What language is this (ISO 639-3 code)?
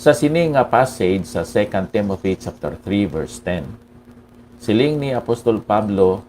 hil